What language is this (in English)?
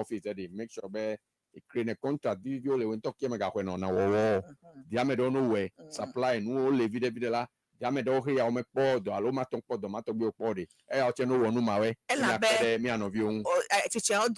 Ewe